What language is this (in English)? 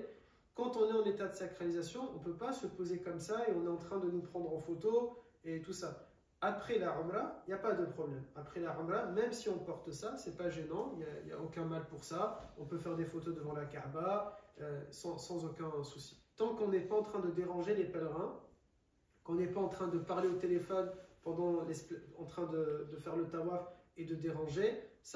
French